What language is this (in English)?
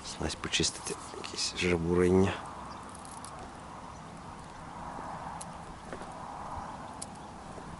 Ukrainian